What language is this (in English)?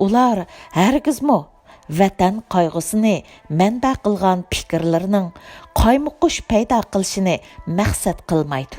Uyghur